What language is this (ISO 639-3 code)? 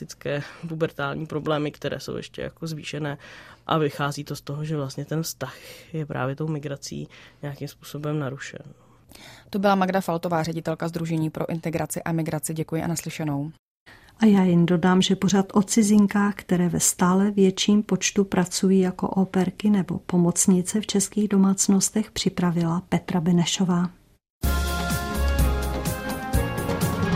ces